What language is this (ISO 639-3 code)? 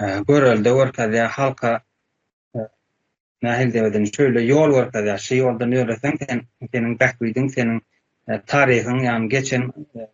tuk